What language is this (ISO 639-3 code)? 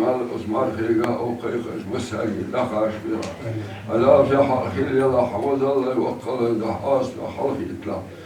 che